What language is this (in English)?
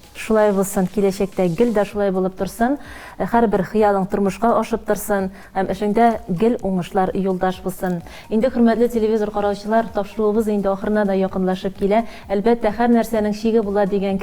Tatar